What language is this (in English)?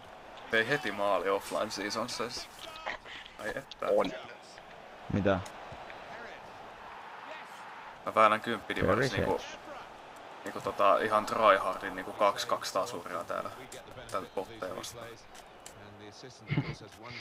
Finnish